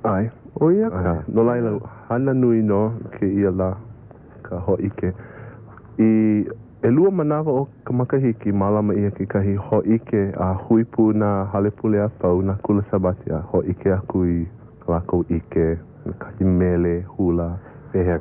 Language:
Hawaiian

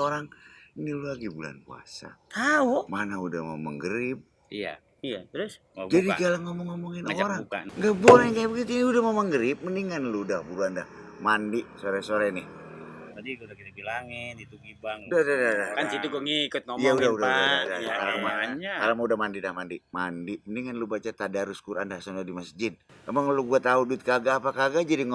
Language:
Betawi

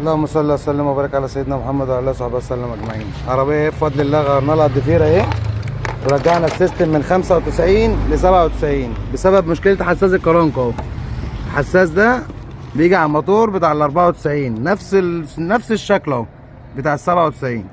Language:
Egyptian Arabic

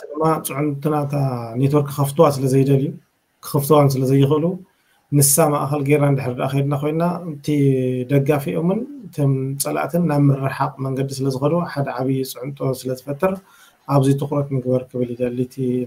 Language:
Tigrinya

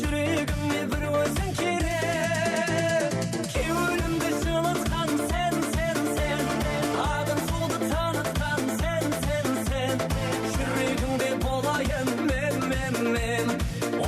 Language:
Kara-Kalpak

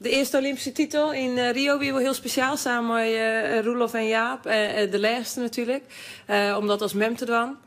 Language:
Western Frisian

